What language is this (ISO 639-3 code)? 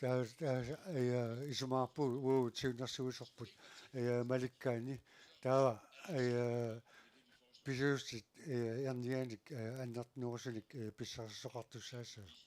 kal